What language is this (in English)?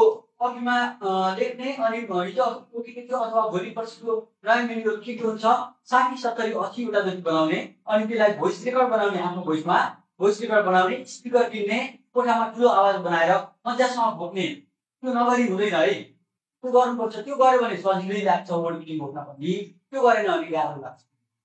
Nepali